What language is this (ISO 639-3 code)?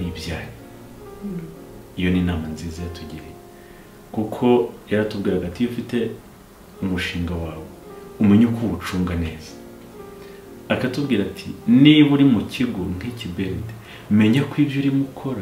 kin